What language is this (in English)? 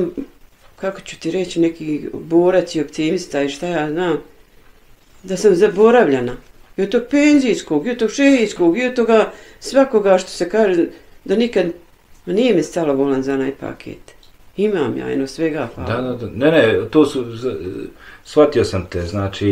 Bosnian